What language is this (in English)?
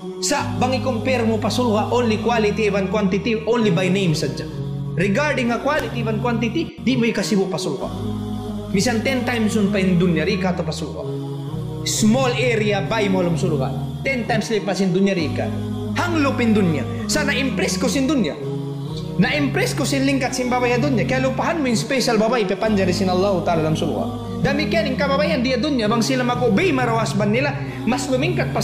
Tausug